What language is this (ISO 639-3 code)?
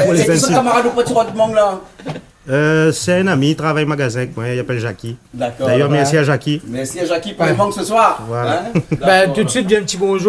rcf